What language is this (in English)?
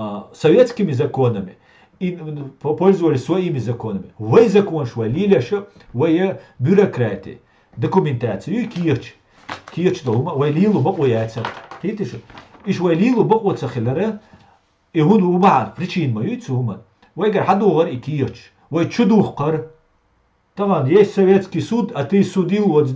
Chechen